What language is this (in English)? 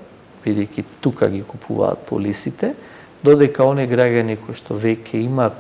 Macedonian